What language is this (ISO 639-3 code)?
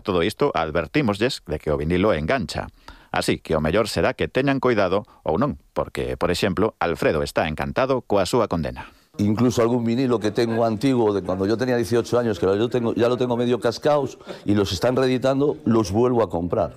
glg